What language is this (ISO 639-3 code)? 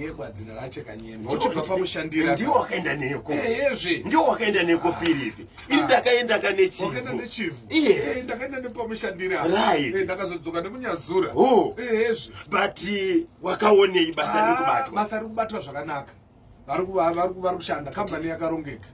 sna